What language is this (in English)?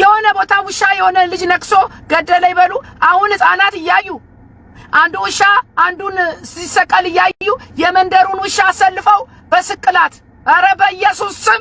Amharic